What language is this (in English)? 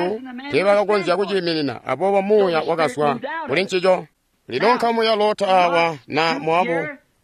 Tonga (Zambia)